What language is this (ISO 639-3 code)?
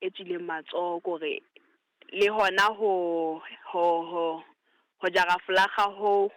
sot